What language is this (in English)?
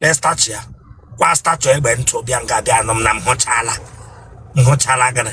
Igbo